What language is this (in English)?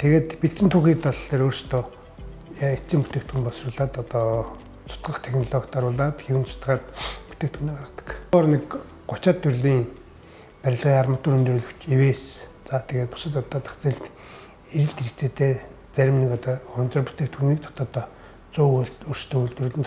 Mongolian